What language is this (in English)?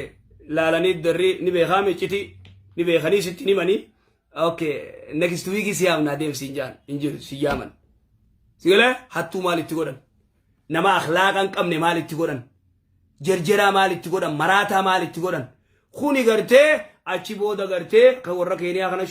Oromo